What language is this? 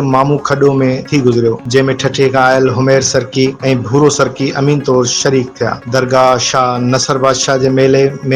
Sindhi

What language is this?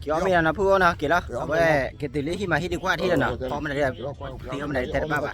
S'gaw Karen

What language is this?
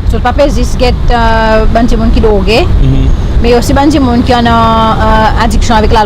Seselwa Creole French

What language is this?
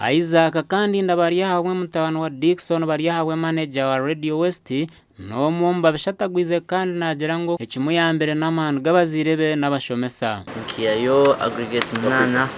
Nyankole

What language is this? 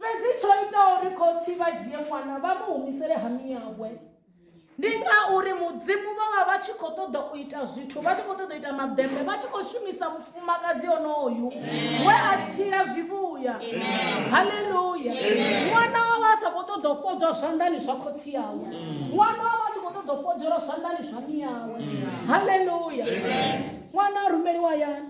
Venda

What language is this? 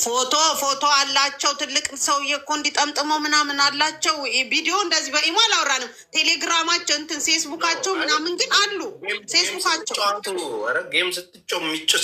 Amharic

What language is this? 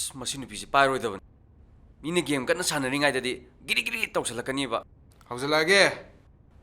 Manipuri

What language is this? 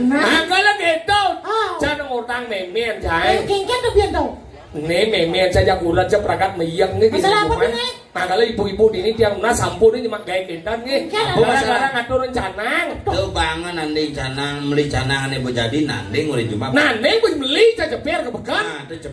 Balinese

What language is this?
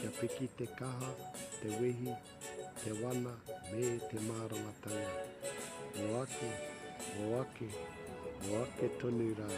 Māori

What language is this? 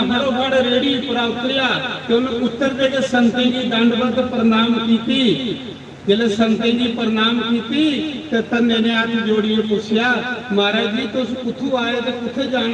Dogri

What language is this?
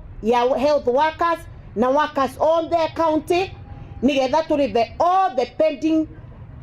Meru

